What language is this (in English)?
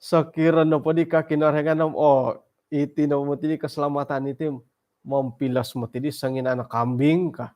Central Dusun